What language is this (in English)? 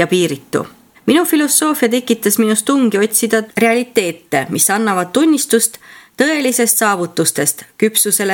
Estonian